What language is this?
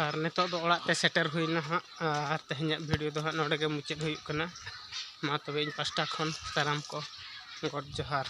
Santali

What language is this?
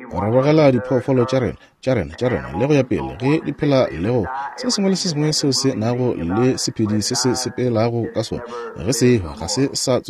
Northern Sotho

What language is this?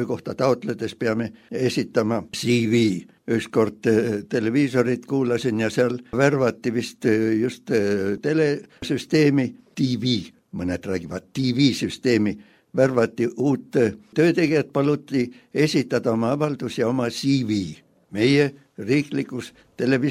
Estonian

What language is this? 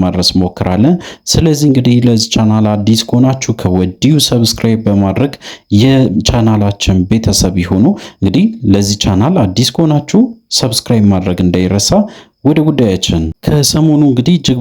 Amharic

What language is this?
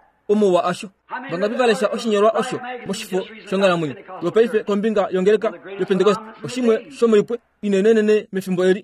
Kuanyama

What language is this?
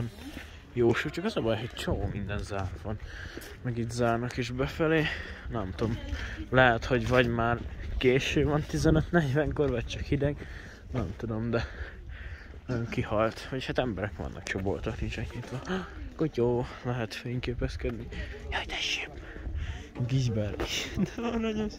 Hungarian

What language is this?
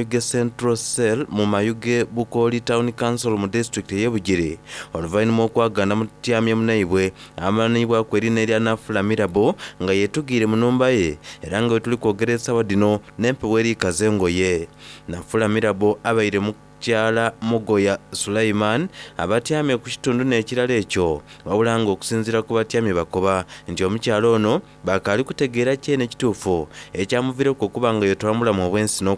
Soga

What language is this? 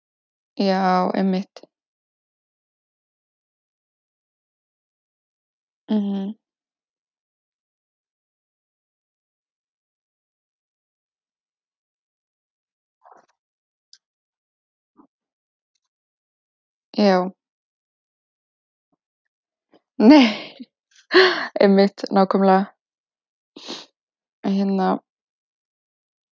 Icelandic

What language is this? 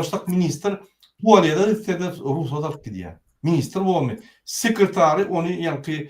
Turkmen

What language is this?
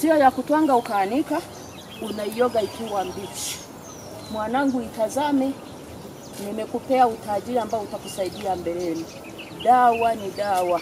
Swahili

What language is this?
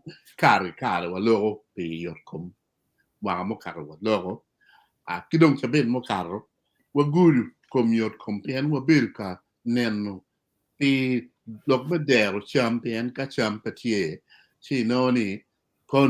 Acoli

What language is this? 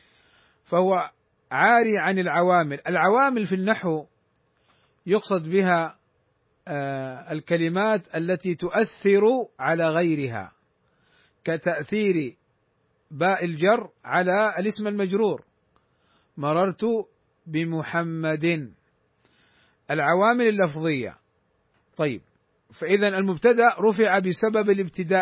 Arabic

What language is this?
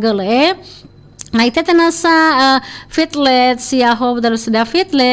Nias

